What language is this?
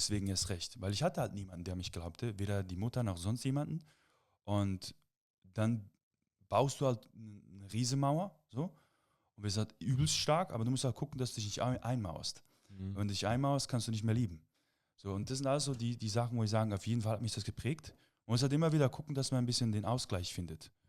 Swiss German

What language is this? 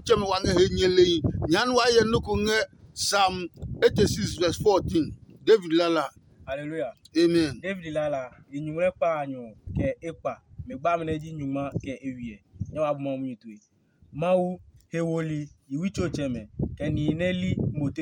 Adangme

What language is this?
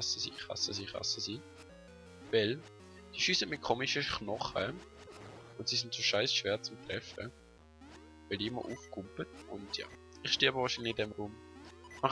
Swiss German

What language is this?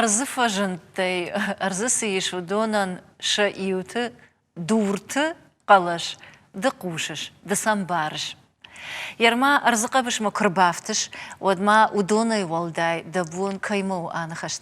Ossetic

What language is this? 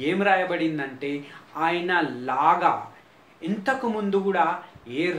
Telugu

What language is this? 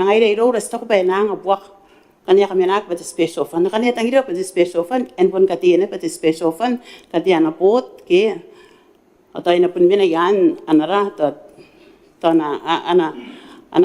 Gilbertese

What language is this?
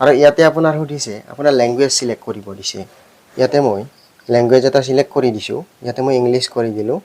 Assamese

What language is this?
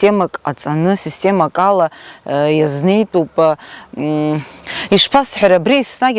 Abkhazian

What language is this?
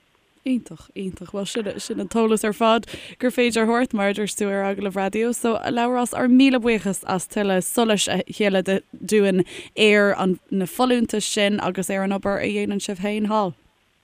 Irish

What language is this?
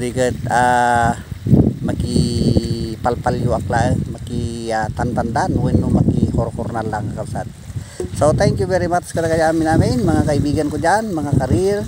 Iloko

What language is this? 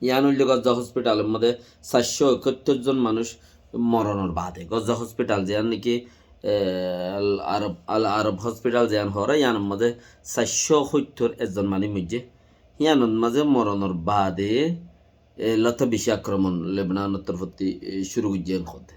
Rohingya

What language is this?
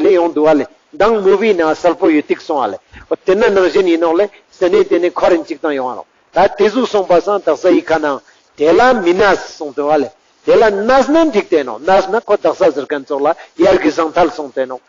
Ladakhi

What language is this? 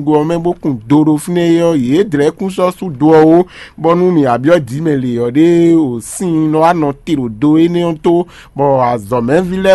Fon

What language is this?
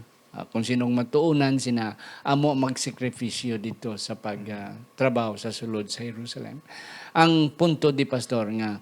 Hiligaynon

